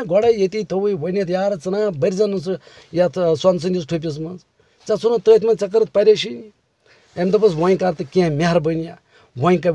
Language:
Kashmiri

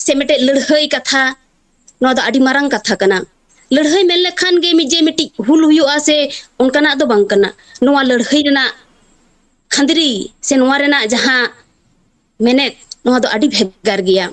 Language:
Santali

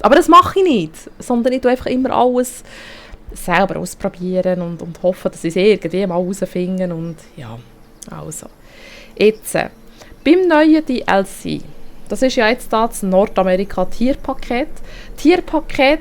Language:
Swiss German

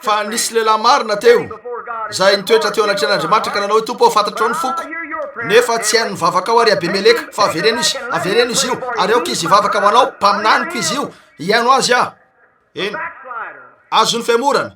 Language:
Malagasy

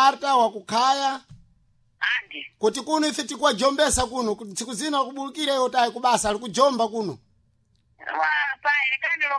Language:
Sena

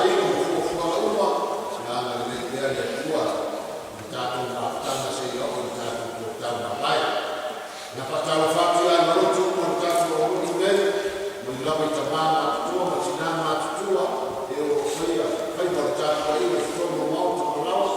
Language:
Samoan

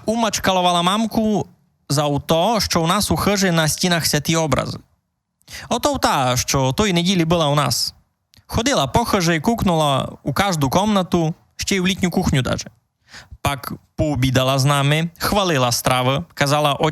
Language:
Rusyn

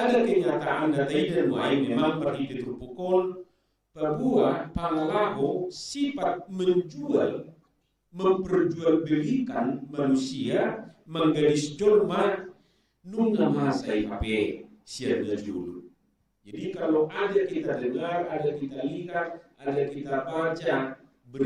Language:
Batak Toba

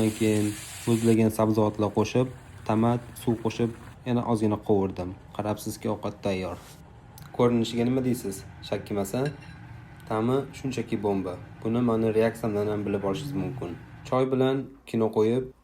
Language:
Uzbek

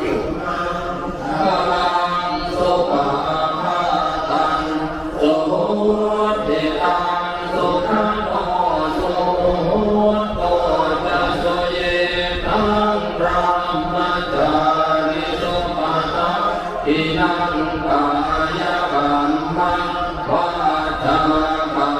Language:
Pali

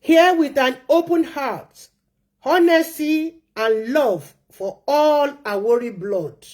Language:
Yoruba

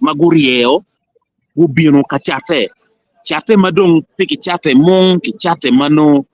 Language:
Acoli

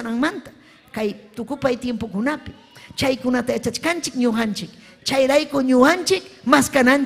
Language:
Ayacucho Quechua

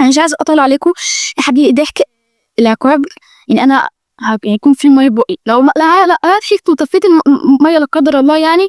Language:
Egyptian Arabic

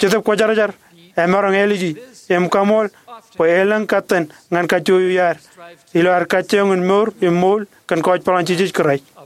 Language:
Marshallese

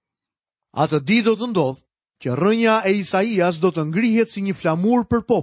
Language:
Albanian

